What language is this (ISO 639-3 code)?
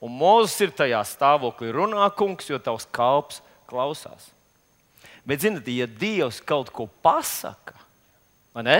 lav